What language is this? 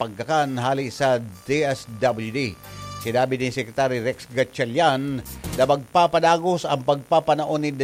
Bikol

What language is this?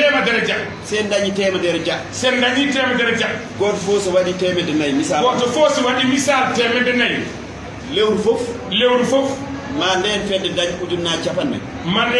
Fula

